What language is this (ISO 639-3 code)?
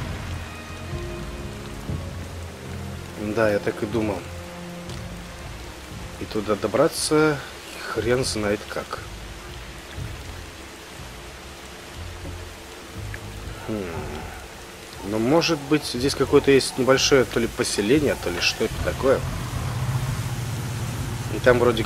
rus